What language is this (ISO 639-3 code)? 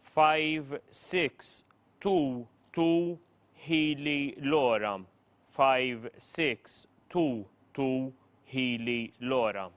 eng